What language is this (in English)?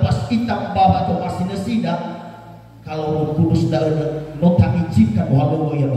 Nias